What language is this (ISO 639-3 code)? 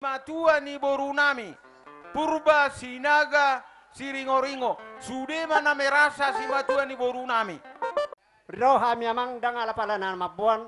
bbc